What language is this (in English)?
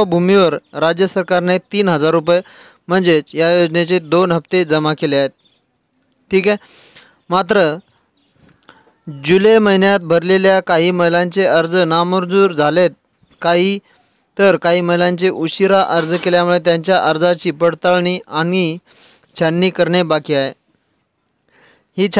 Marathi